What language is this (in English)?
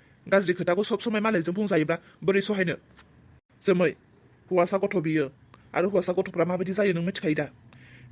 Bodo